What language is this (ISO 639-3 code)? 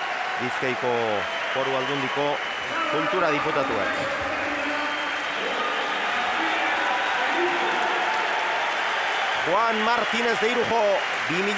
eus